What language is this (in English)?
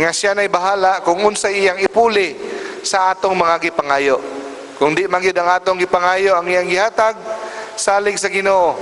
Cebuano